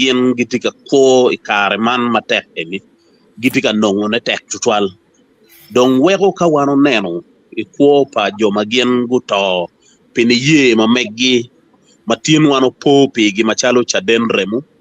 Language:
Acoli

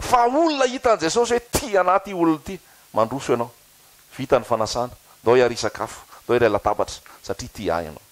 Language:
Malagasy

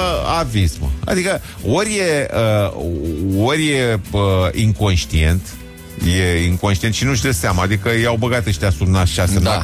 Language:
Romanian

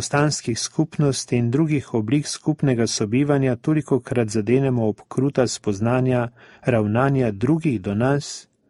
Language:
Slovenian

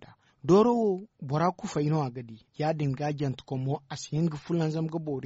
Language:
Zarma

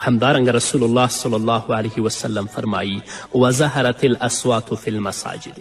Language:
Pashto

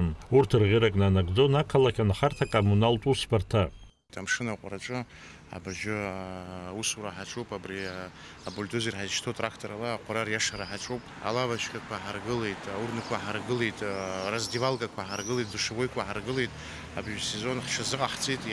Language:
Abkhazian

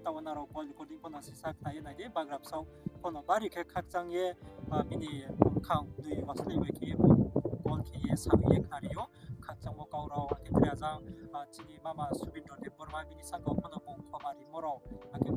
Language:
Riang (India)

